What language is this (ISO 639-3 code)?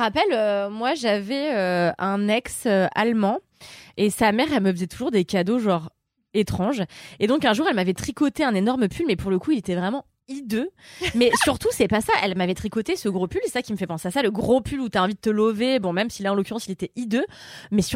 fra